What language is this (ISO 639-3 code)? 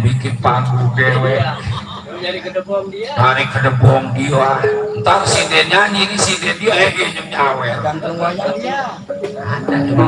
bew